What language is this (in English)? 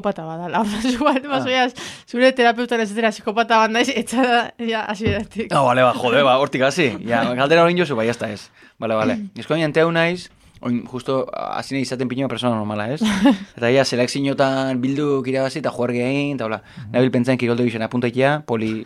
Basque